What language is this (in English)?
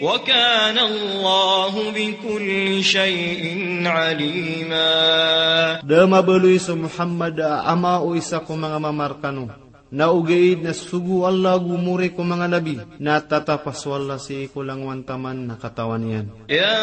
Maranao